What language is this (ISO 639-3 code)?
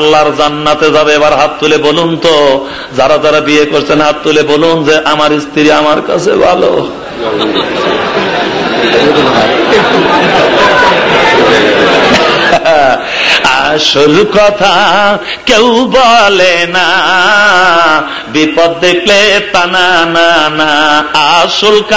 ben